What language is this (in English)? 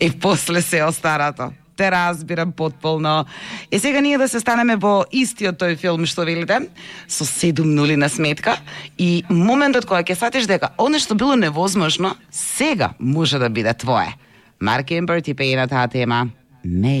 Macedonian